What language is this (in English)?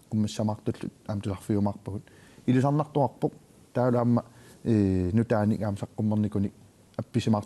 Kalaallisut